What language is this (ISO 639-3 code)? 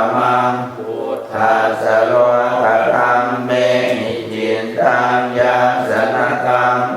pli